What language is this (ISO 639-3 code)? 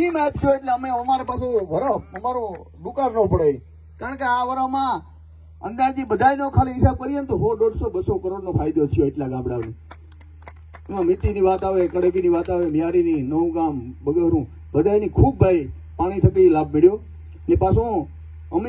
guj